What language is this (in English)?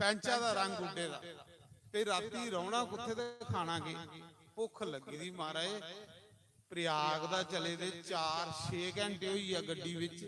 Dogri